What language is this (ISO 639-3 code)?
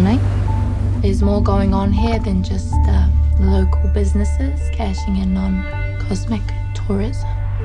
mri